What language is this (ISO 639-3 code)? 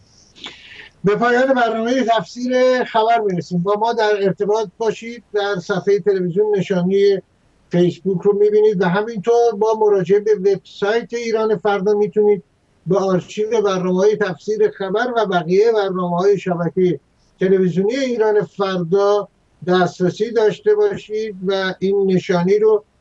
fas